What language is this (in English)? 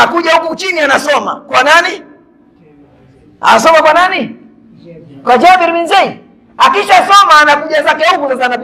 Swahili